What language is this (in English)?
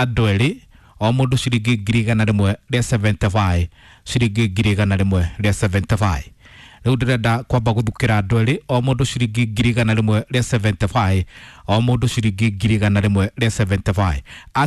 Kikuyu